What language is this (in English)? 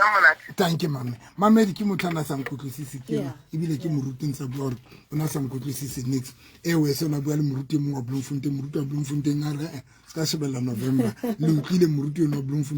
Southern Sotho